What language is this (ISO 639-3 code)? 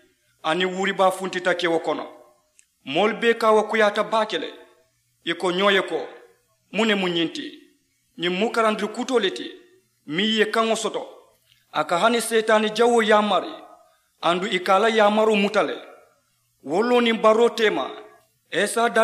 man